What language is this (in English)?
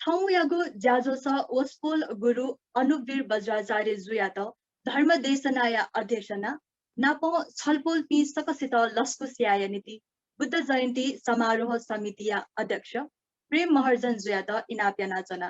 Newari